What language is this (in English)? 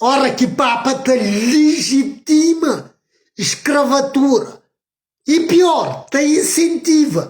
Kabuverdianu